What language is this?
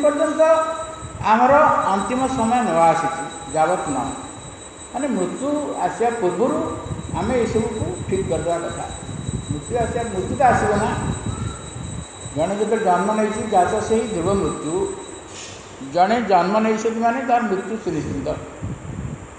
Odia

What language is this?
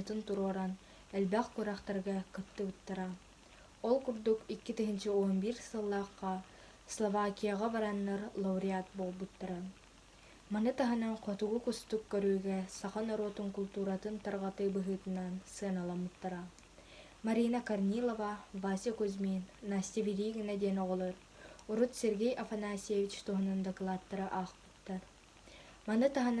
Yakut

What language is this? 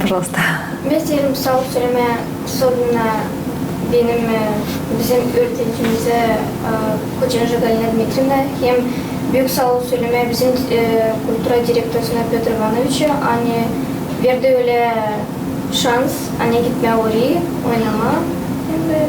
Gagauz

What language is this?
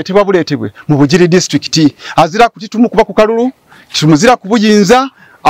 Ganda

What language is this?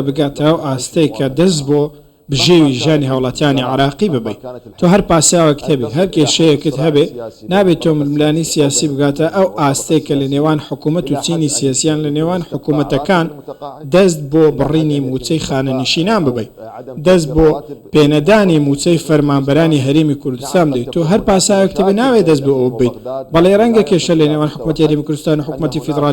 Central Kurdish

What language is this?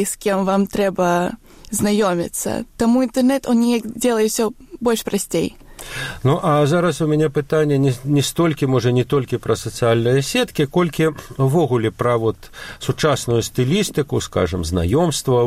Belarusian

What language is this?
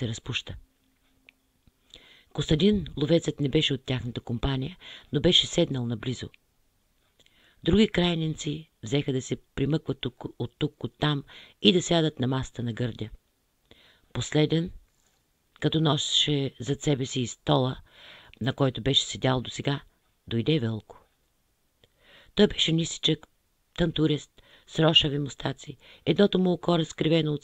Bulgarian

